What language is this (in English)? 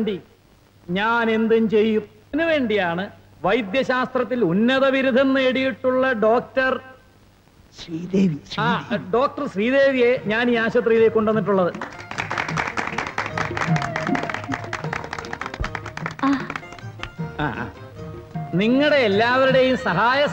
Malayalam